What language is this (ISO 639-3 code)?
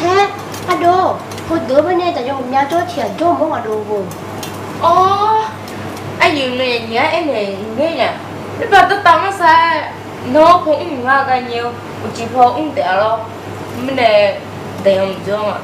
ahk